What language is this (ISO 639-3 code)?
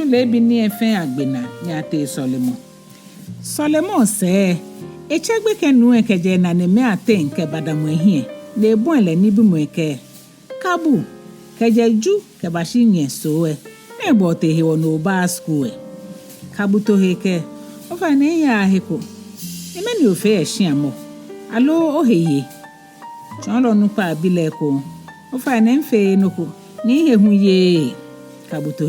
gaa